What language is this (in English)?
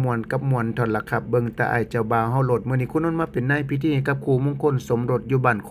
Lao